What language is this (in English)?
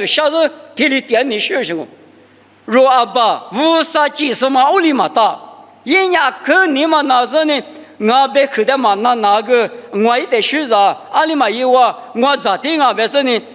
Lisu